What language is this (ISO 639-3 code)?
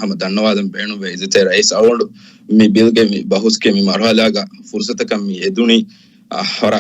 div